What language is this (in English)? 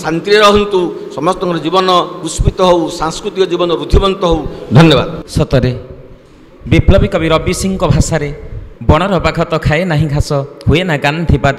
Odia